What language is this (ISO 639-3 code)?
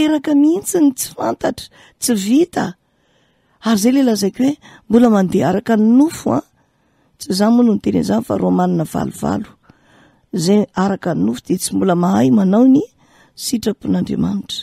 mlg